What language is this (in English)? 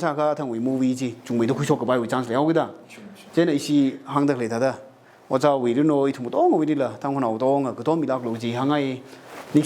Tangkhul Naga (India)